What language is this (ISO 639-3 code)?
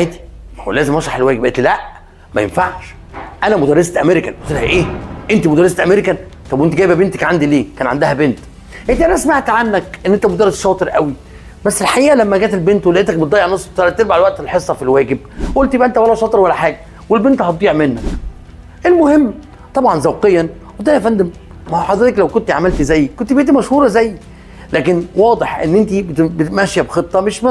arz